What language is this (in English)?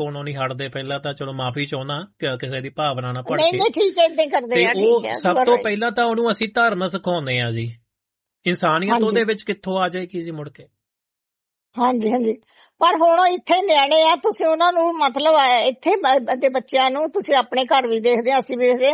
Punjabi